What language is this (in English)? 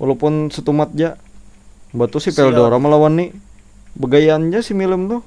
Banjar